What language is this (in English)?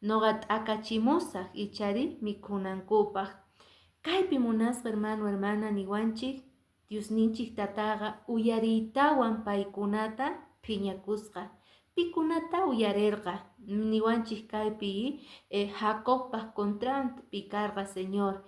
Quechua